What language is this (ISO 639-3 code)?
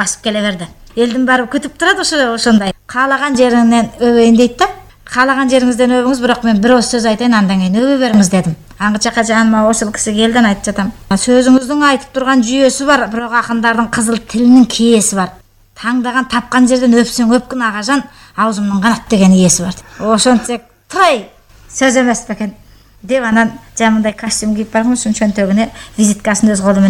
kir